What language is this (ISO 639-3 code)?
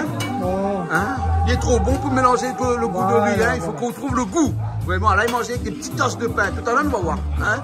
rcf